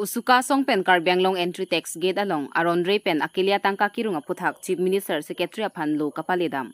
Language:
Karbi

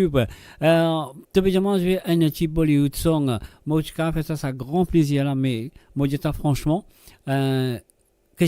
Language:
Morisyen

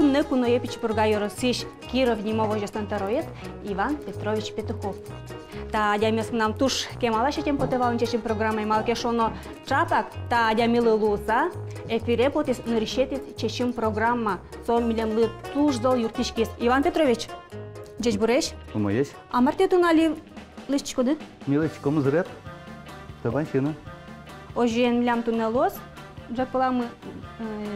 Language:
Udmurt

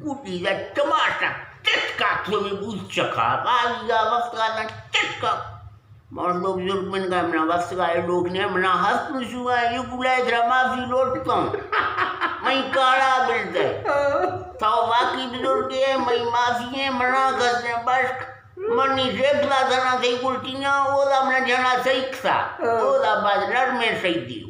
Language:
Eastern Balochi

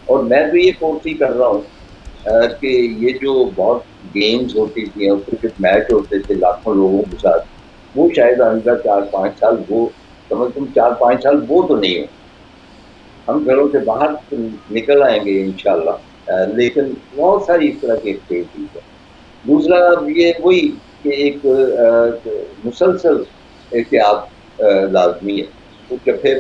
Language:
Urdu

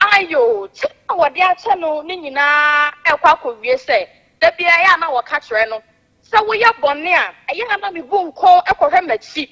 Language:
Akan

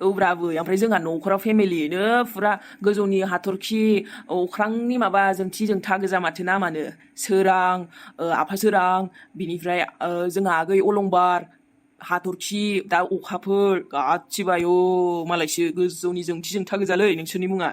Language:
Bodo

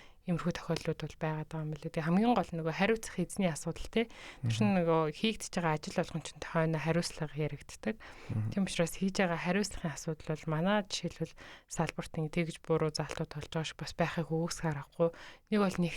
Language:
Mongolian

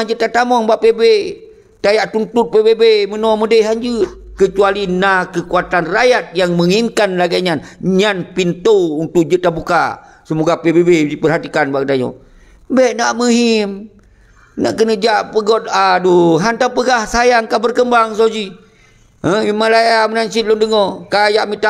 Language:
Achinese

